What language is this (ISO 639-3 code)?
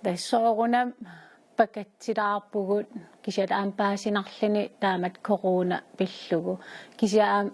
kal